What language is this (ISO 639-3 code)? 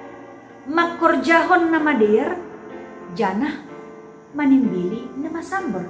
bts